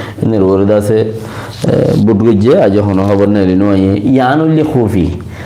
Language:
Rohingya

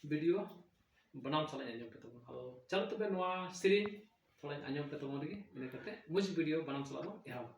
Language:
Santali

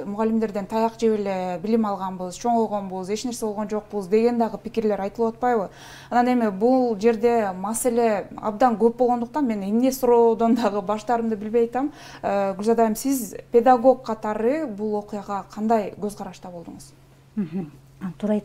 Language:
Kyrgyz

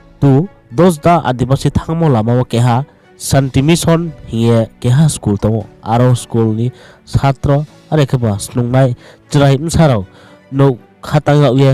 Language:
Riang (India)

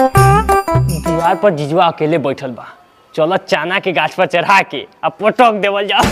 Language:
Magahi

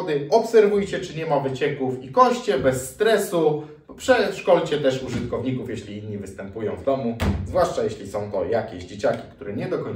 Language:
Polish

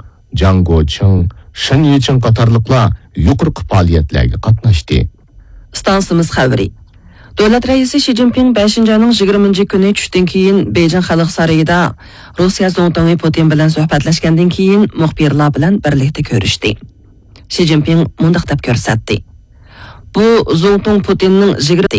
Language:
Uyghur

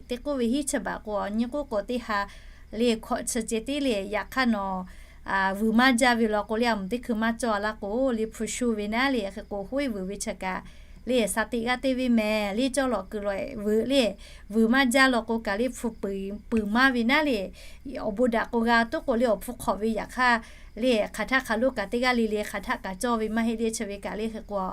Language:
Lahu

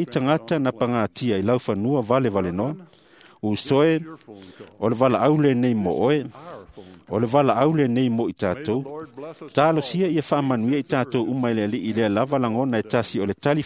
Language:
Samoan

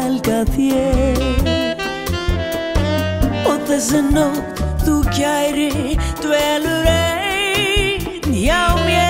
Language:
Icelandic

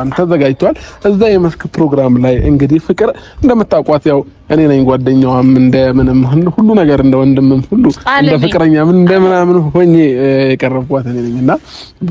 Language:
Amharic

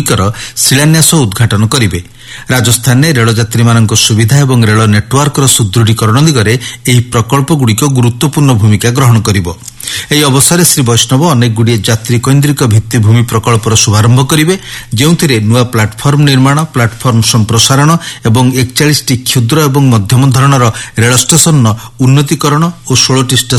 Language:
Odia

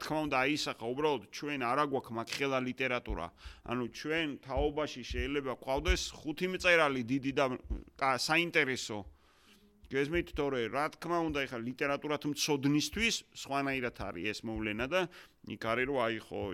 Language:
Georgian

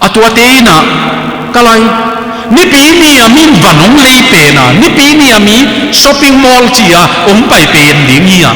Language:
Tedim Chin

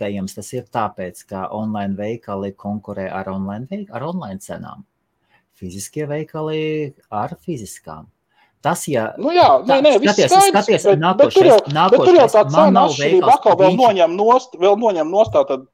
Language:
Latvian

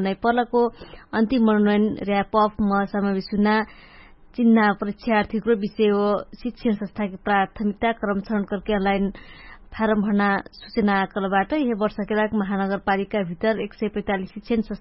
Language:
Dangaura Tharu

